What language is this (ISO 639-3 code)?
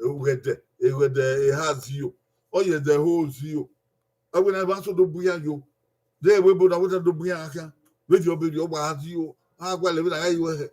bin